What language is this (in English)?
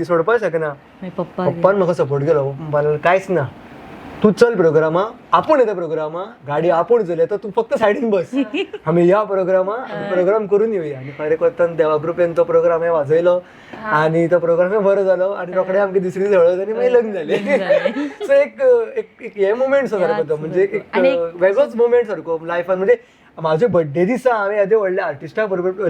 Konkani